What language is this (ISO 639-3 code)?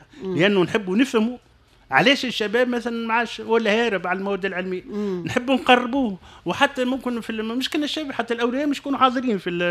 aeb